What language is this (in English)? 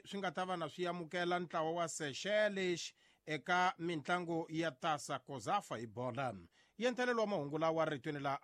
Tsonga